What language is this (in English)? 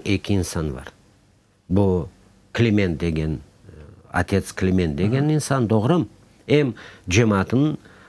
Crimean Tatar